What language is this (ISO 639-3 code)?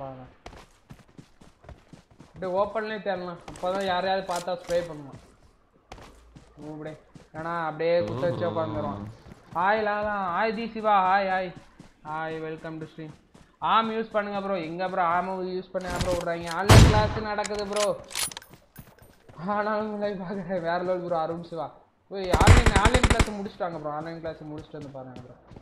tam